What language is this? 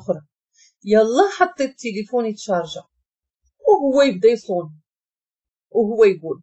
Moroccan Arabic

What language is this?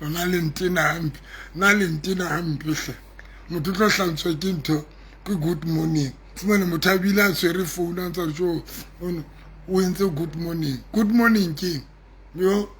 Southern Sotho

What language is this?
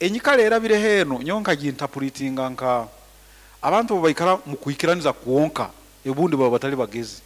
Nyoro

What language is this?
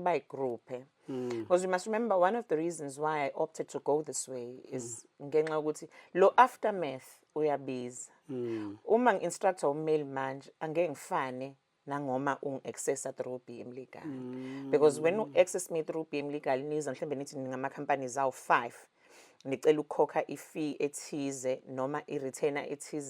Zulu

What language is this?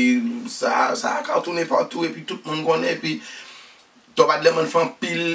Haitian Creole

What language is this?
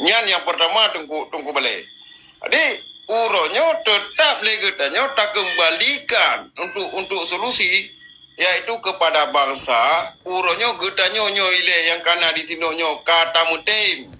Achinese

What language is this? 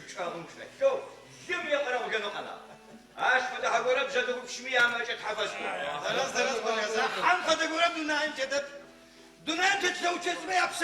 Adyghe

